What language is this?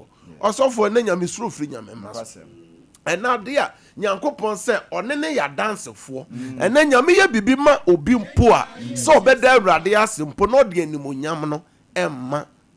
Akan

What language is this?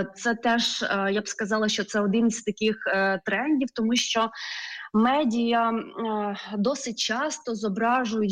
Ukrainian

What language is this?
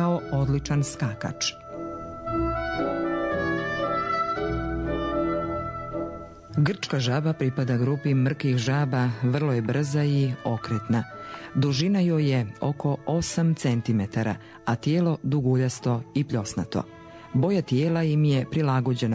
Croatian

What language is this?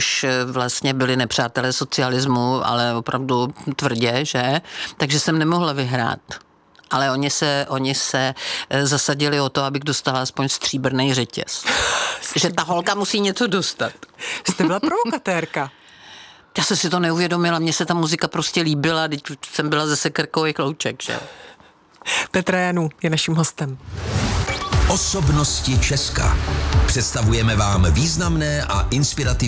Czech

